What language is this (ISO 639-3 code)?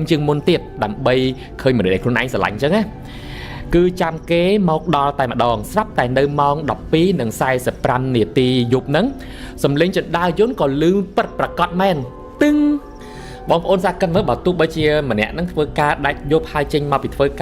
khm